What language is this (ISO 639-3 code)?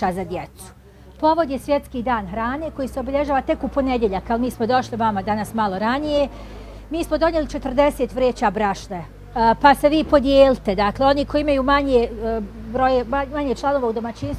bos